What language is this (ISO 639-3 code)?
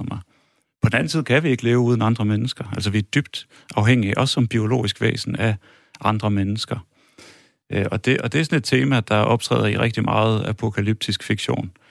dan